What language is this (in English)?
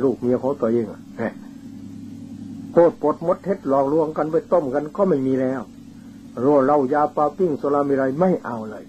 Thai